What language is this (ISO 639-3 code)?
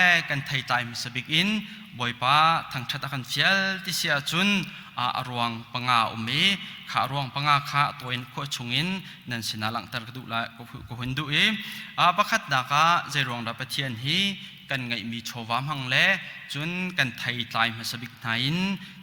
cnh